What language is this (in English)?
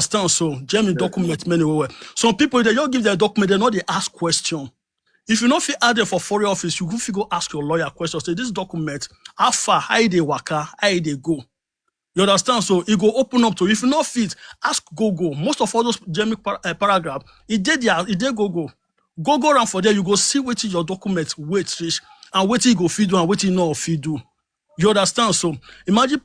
Nigerian Pidgin